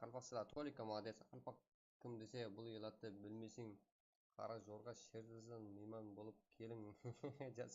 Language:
Kara-Kalpak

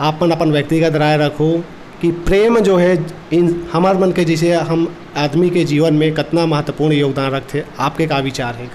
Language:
Chhattisgarhi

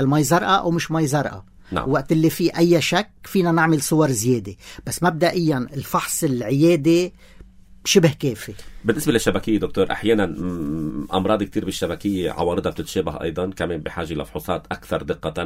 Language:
North Levantine Arabic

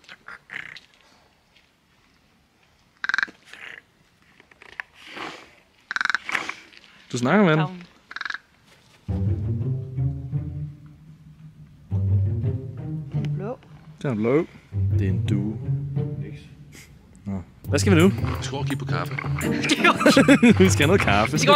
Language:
Danish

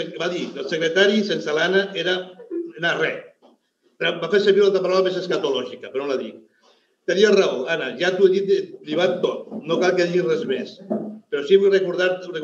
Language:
Catalan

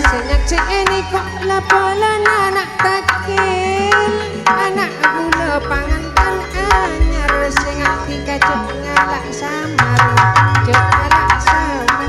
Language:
Madurese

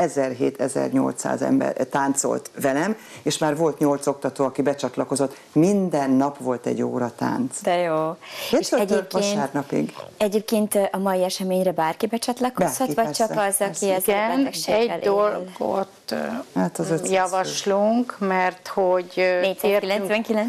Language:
Hungarian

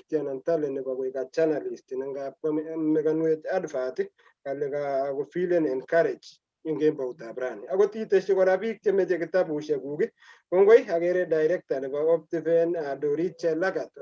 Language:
Kalenjin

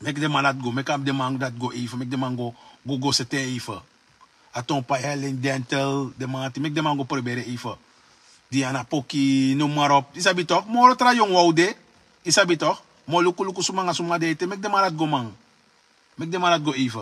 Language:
Sranan Tongo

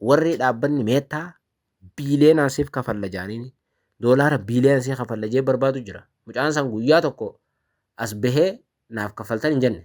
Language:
Oromo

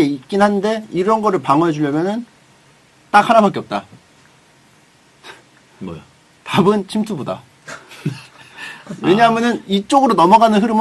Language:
Korean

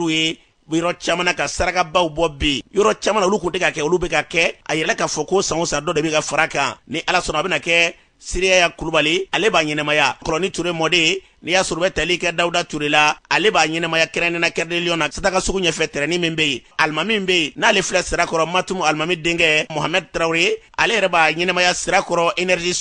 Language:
Bambara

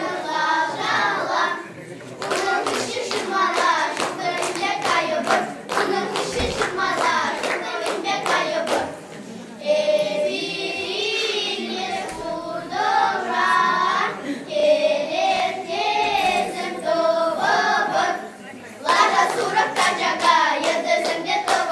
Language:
Chuvash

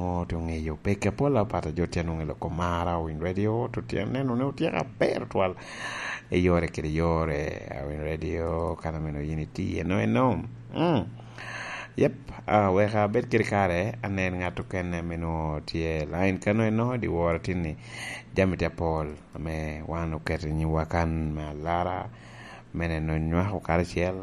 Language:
Lango (Uganda)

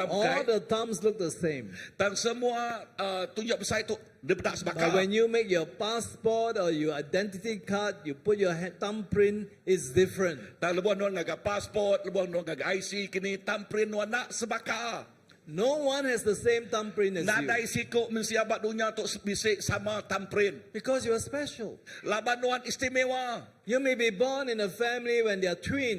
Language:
Iban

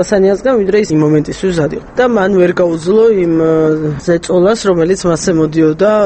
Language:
Georgian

